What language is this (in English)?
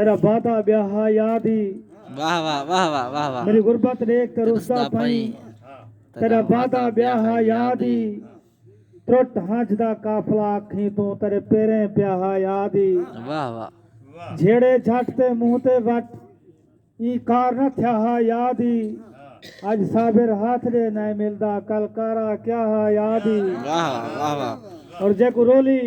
Saraiki